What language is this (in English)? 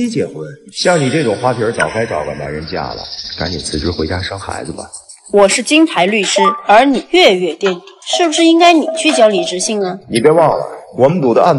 Chinese